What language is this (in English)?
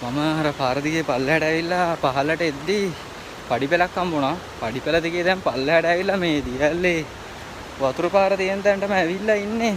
Sinhala